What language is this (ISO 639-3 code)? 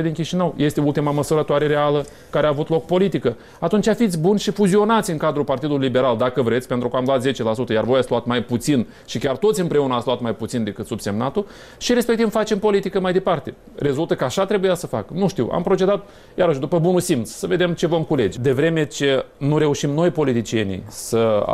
ron